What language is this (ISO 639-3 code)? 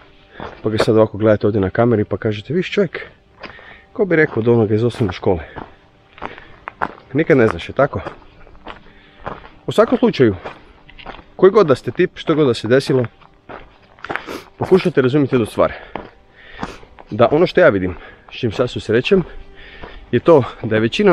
hrv